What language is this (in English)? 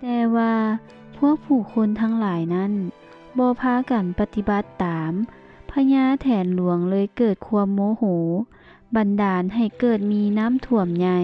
Lao